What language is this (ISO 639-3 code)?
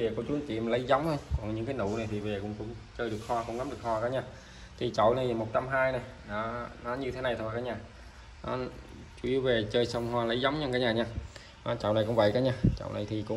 vie